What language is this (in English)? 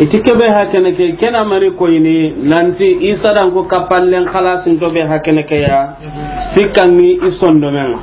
Soninke